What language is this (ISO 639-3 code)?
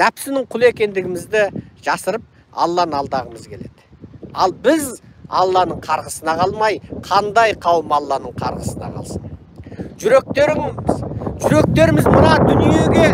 kaz